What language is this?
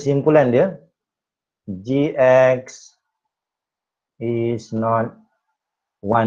Malay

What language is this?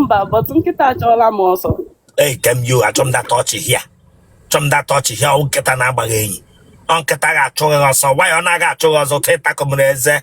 Igbo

